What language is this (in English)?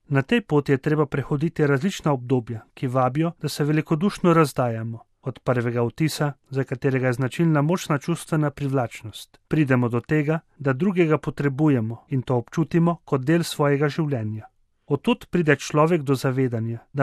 Slovenian